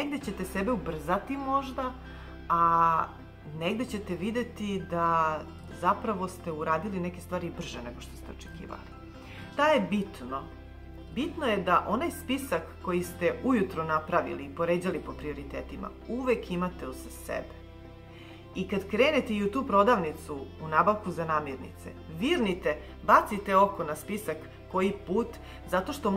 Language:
Serbian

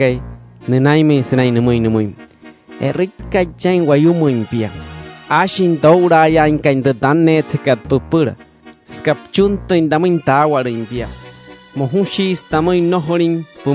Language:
Wayuu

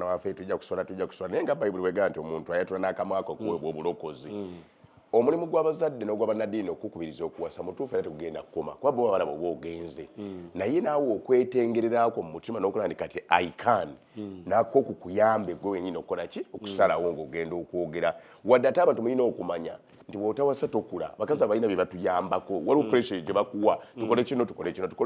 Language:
Ganda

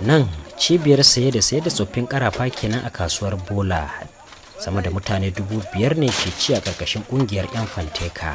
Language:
Hausa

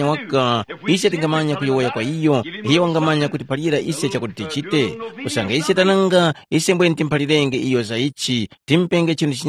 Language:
Tumbuka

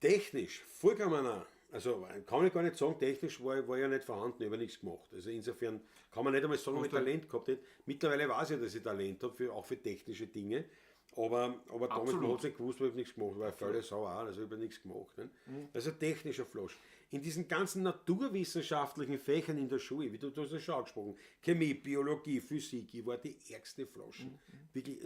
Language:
Bavarian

